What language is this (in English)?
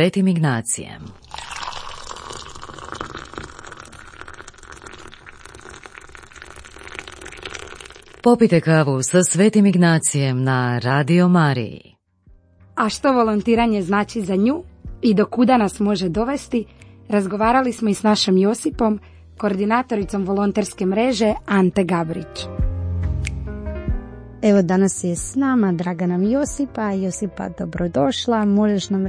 Croatian